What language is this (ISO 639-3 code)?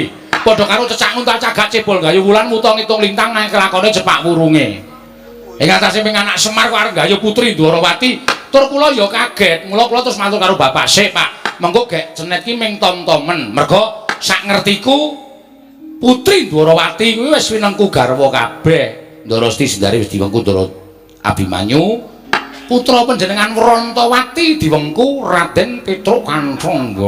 jav